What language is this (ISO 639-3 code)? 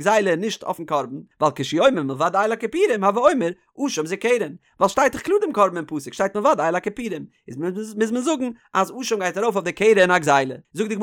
yid